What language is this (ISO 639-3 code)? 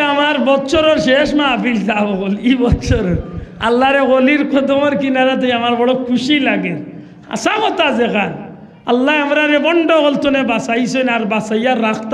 syl